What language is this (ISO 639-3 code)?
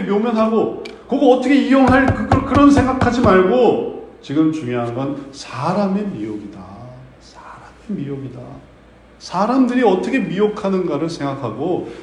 kor